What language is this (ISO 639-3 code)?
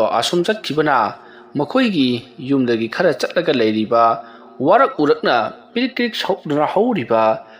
mni